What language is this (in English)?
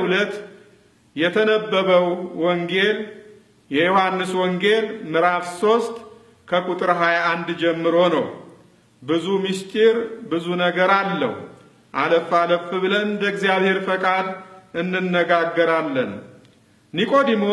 Amharic